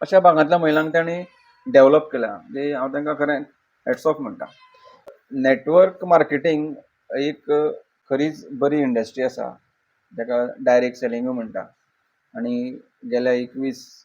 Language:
Konkani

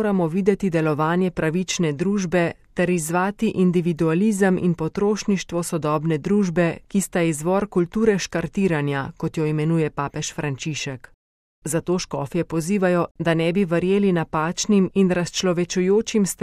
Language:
Slovenian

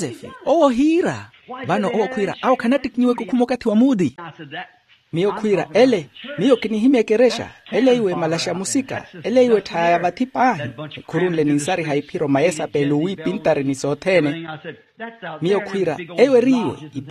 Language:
Makhuwa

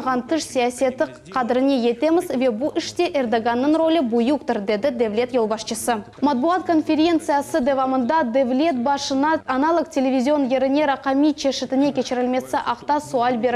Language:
Crimean Tatar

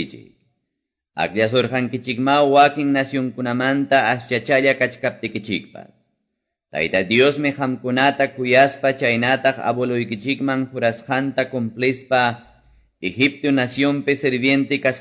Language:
Ayacucho Quechua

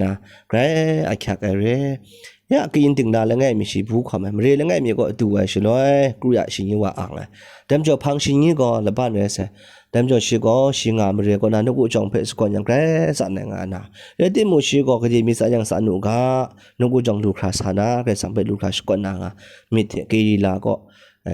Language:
Kachin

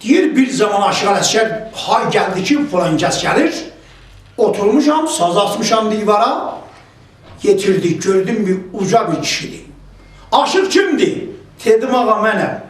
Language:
South Azerbaijani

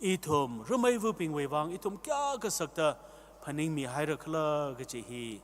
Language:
Tangkhul Naga (India)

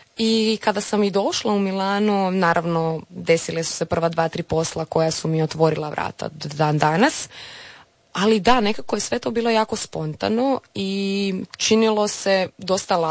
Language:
Croatian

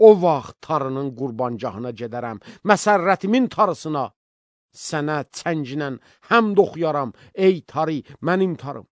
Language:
Azerbaijani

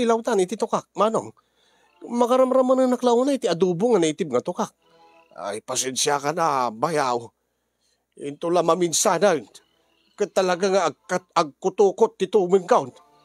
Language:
Iloko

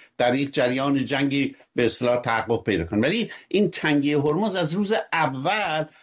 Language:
Persian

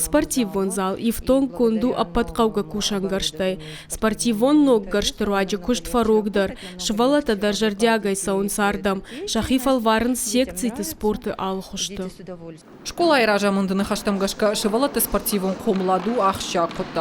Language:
Ossetic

